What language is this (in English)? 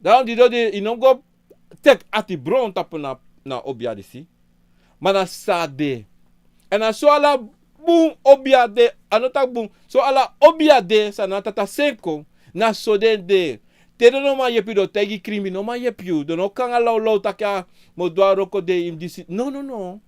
Sranan Tongo